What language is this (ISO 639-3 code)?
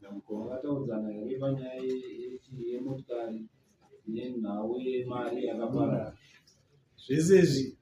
sna